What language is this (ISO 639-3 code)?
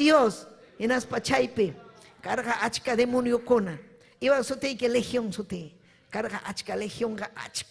quy